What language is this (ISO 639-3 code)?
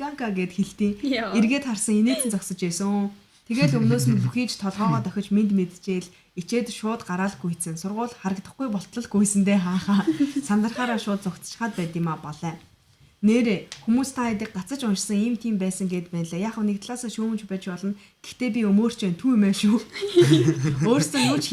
mon